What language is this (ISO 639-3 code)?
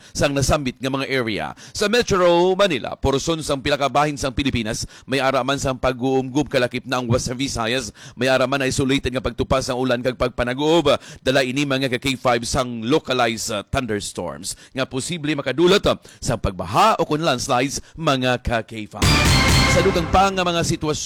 hil